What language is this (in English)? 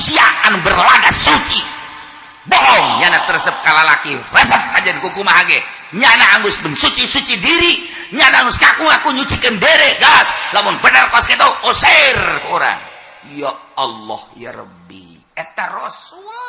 Sundanese